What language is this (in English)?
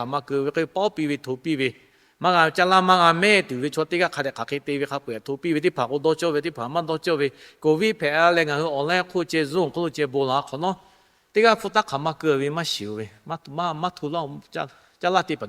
Lahu